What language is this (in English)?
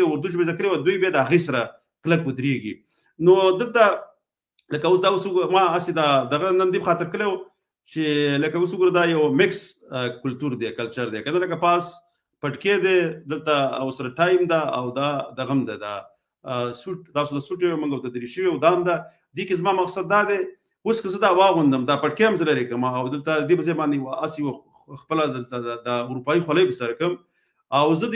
Pashto